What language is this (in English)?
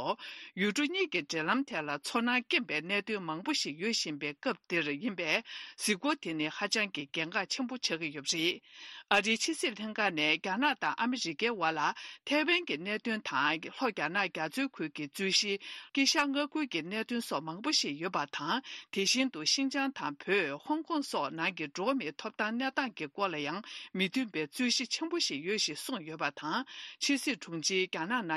Tibetan